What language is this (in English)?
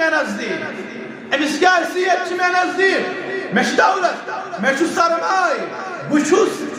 Kashmiri